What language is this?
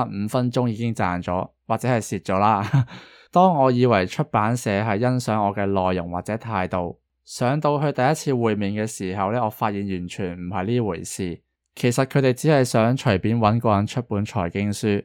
Cantonese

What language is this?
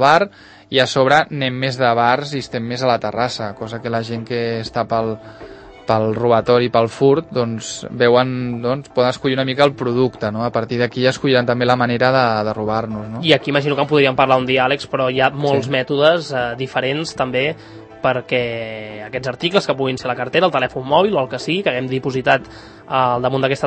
Catalan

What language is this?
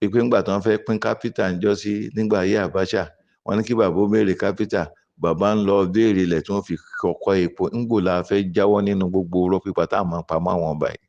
Yoruba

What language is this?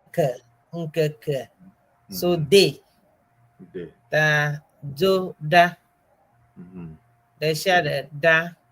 Ewe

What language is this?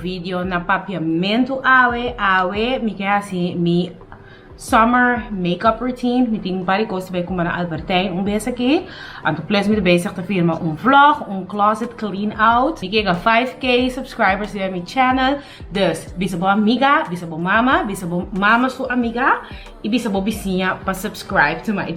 Papiamento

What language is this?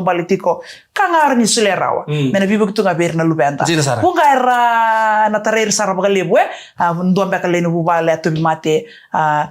Fijian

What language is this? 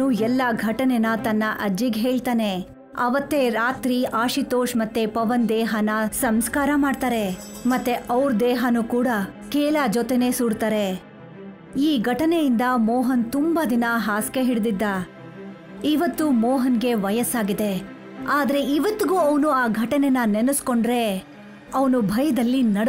Kannada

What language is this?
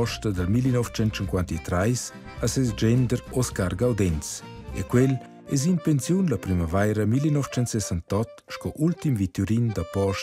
Romansh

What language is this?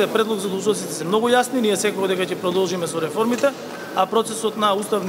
Macedonian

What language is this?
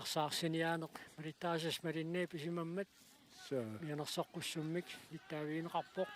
Kalaallisut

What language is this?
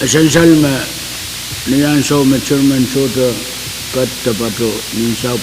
Pohnpeian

